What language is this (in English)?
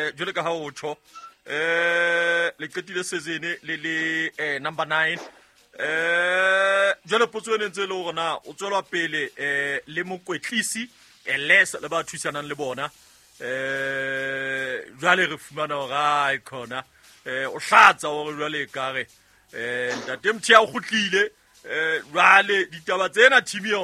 Southern Sotho